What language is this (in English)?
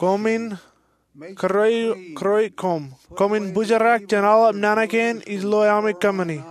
Marshallese